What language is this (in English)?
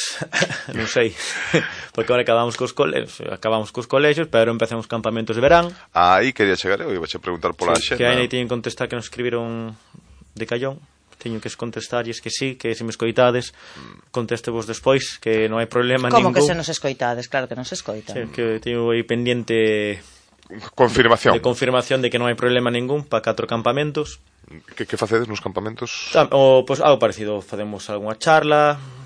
Galician